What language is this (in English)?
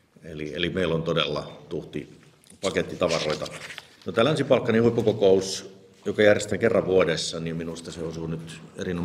Finnish